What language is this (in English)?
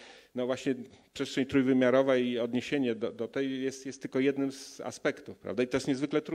Polish